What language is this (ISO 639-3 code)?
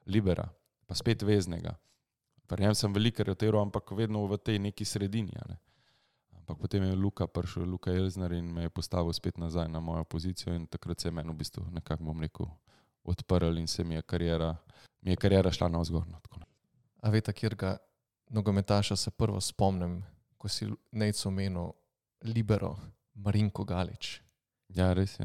slv